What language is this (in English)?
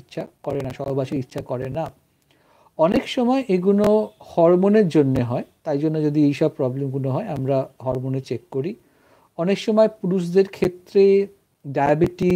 Bangla